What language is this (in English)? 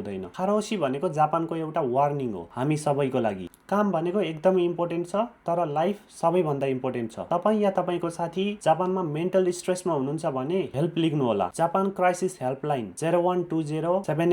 Nepali